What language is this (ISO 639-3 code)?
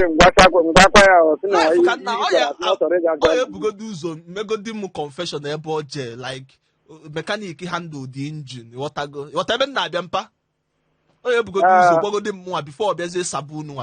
ibo